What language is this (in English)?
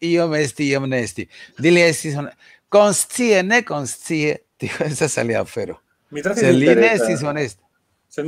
Esperanto